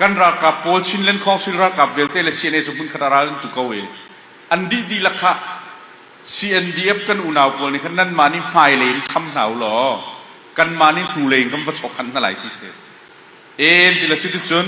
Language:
Falam Chin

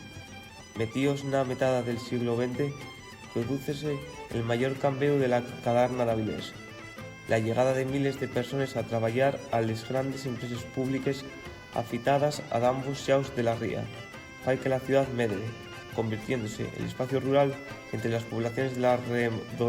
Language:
Asturian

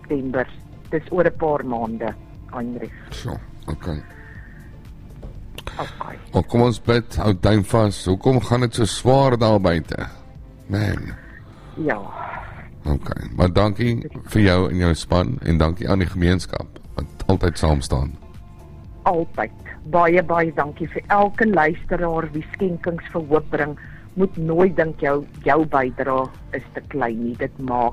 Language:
Afrikaans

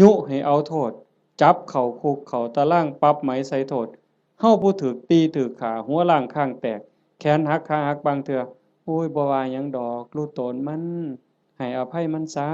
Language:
Northeastern Thai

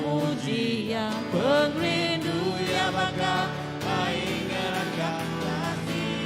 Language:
Iban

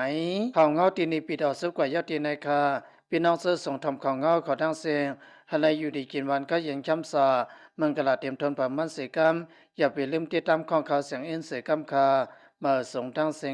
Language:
Shan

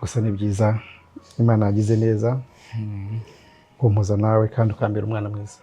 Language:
Kinyarwanda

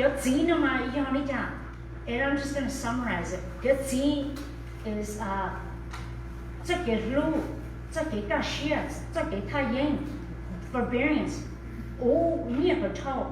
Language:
Hmong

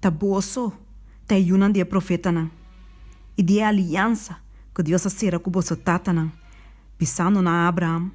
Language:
Papiamento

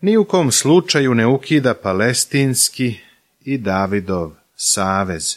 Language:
Serbian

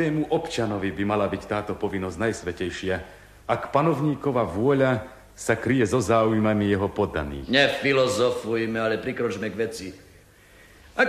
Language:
Slovak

